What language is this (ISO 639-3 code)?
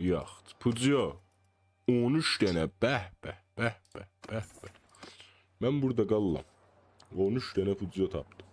azb